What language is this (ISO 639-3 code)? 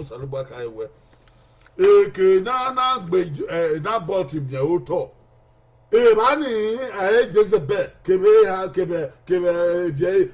bin